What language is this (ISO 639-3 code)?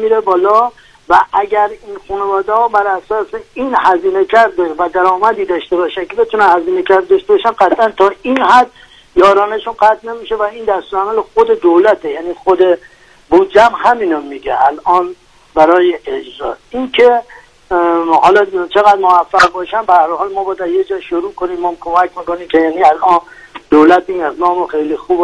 fas